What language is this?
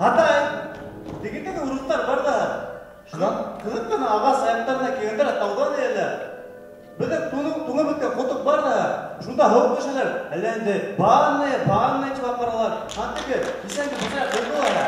Bashkir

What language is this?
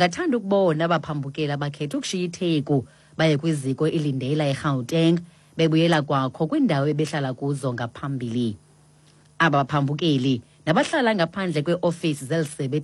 Xhosa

